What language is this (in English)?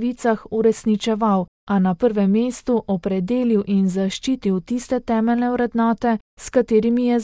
Slovenian